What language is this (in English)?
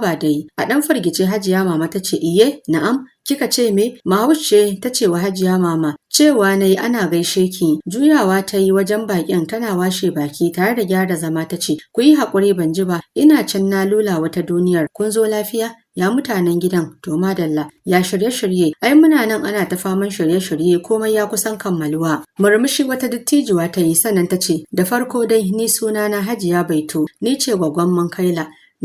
Hausa